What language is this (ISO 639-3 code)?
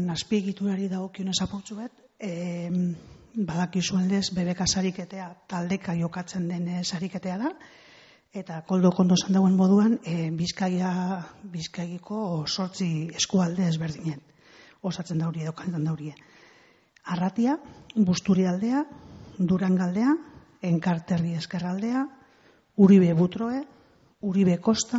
eus